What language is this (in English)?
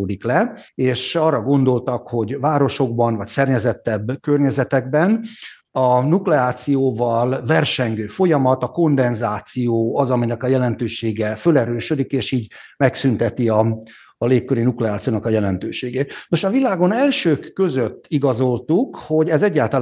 Hungarian